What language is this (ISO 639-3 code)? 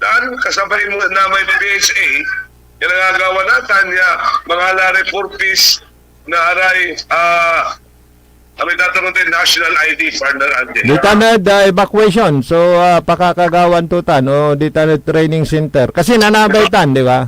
pag